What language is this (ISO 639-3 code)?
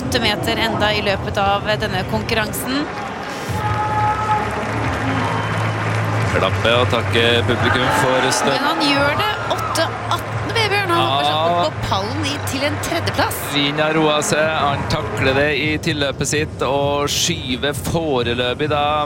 nor